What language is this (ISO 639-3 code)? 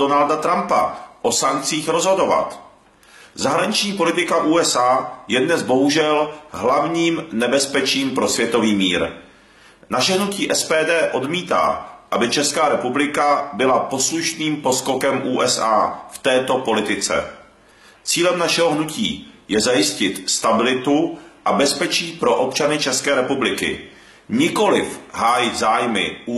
ces